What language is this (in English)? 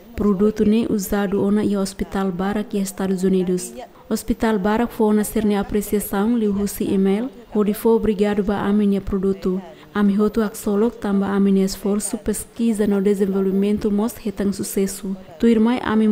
Tetum